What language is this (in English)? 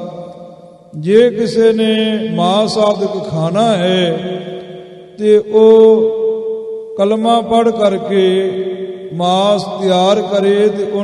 Punjabi